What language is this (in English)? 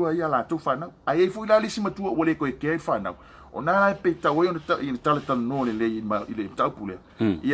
Samoan